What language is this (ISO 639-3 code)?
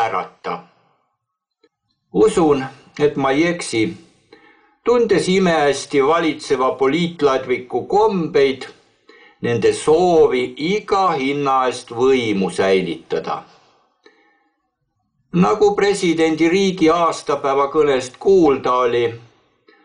est